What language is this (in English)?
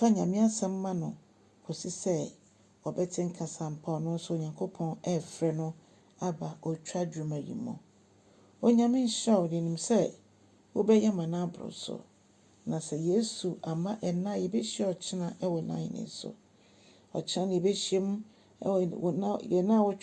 Akan